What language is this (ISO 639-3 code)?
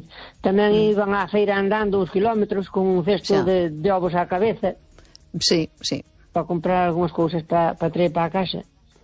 glg